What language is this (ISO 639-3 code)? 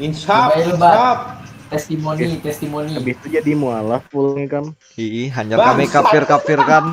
bjn